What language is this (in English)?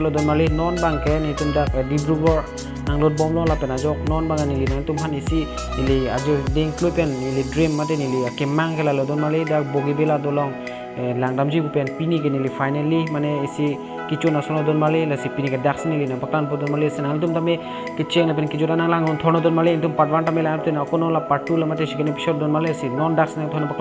Karbi